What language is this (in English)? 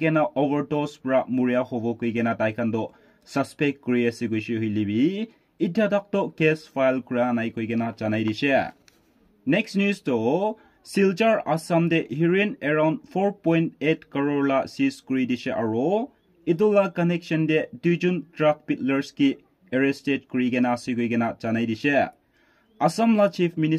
Naga Pidgin